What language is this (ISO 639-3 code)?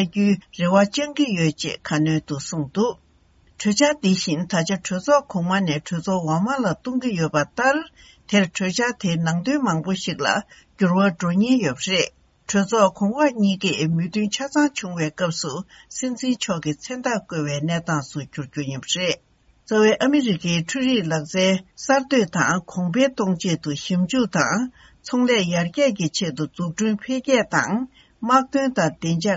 bod